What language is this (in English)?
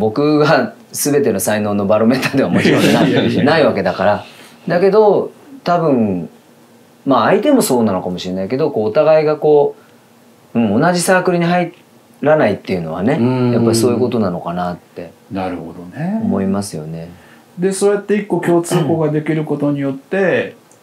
Japanese